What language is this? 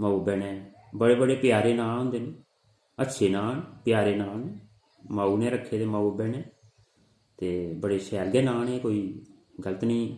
Dogri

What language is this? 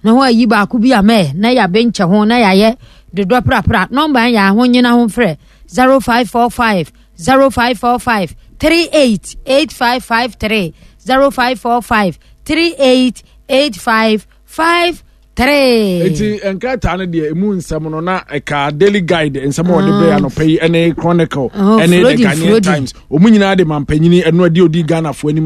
Akan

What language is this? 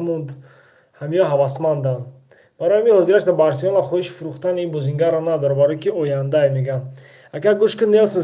Tajik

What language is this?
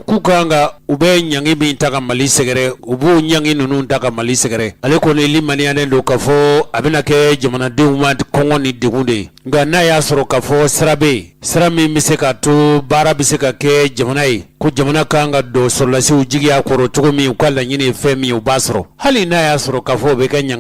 Bambara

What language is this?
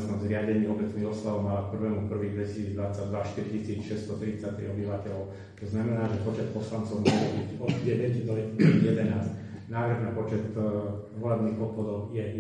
Slovak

